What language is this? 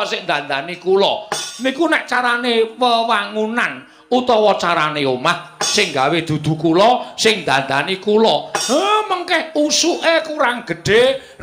Javanese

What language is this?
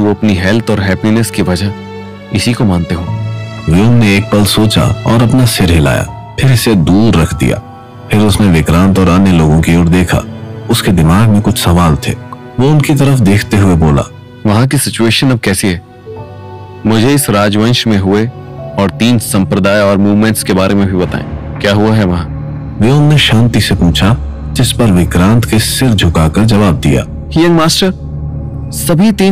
Hindi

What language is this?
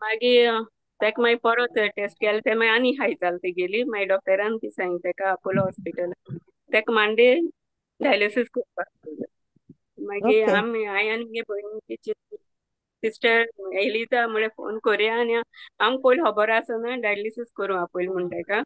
Konkani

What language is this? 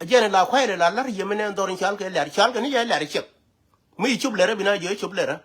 Nuer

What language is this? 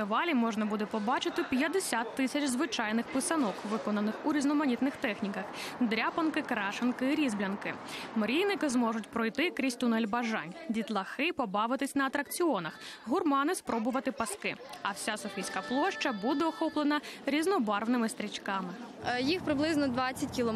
Ukrainian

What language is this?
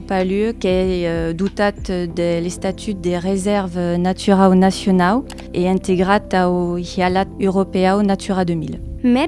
Occitan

